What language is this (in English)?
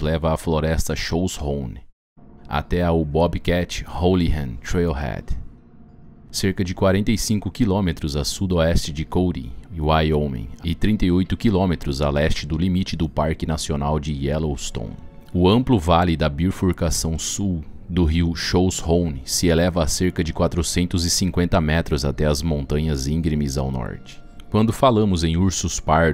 Portuguese